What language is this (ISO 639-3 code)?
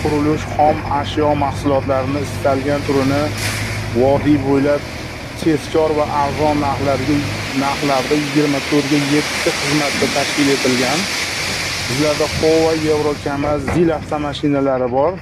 uzb